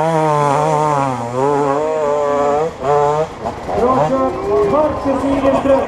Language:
Swedish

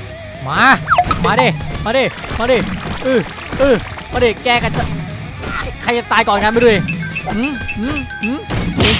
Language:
Thai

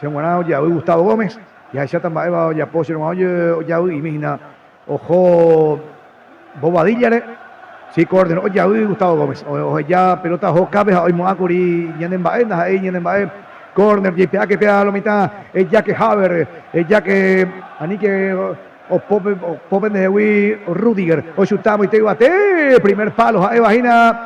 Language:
Guarani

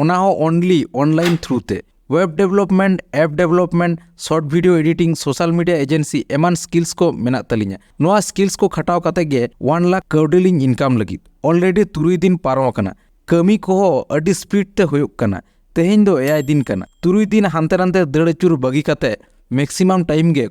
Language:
Santali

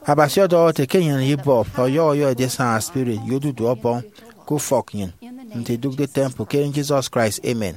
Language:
Efik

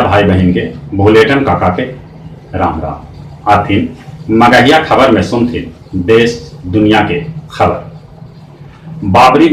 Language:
Magahi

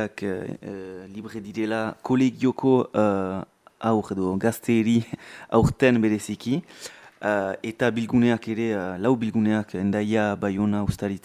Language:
Basque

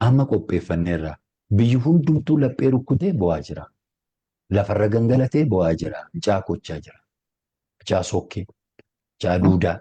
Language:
Oromo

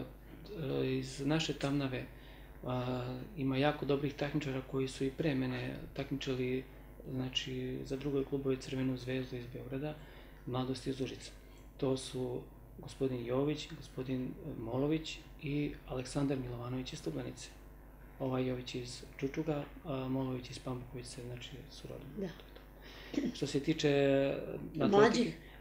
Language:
Serbian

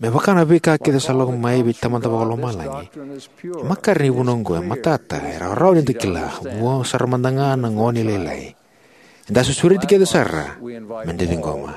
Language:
Fijian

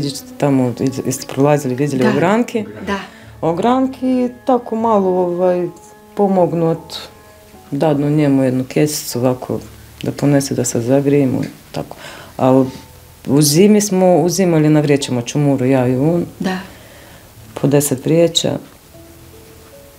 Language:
Bosnian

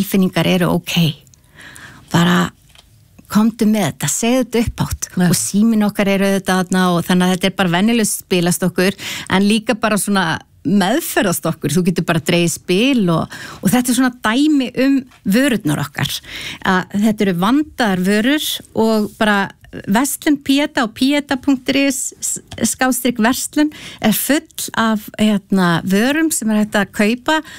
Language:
Icelandic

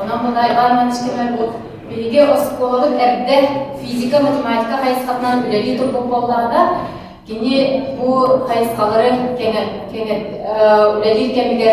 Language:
Yakut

